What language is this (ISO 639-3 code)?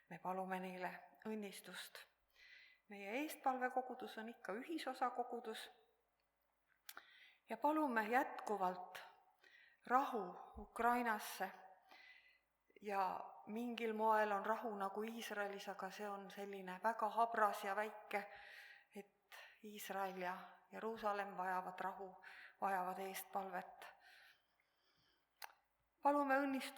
est